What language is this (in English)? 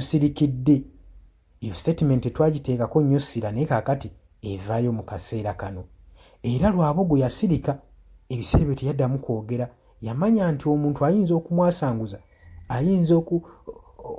Ganda